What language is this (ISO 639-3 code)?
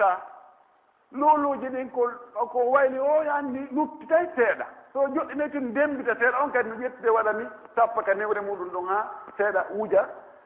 fuf